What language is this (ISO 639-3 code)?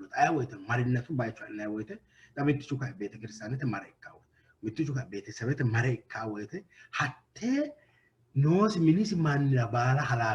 sid